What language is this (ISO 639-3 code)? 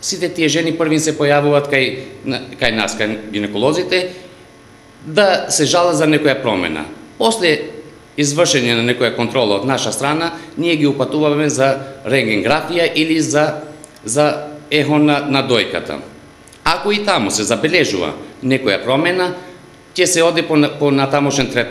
mkd